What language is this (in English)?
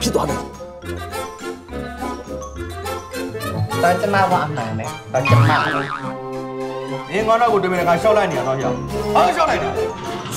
Burmese